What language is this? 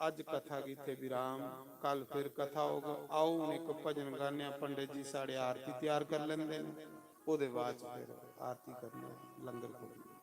Dogri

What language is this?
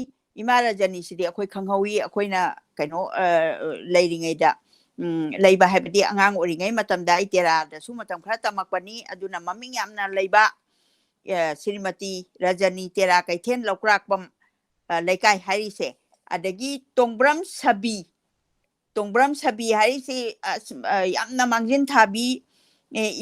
Manipuri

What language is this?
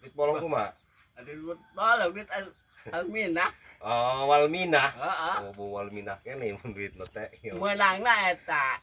Sundanese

